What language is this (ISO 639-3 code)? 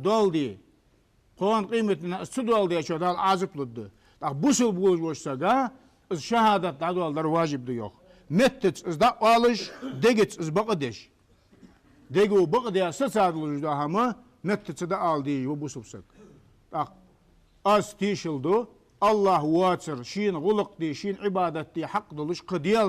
inh